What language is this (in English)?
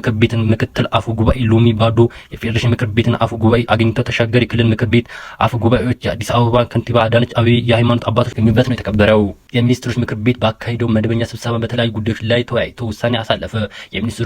Amharic